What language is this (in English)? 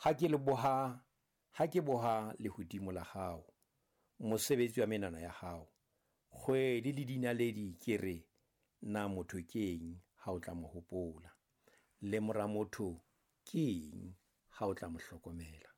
Southern Sotho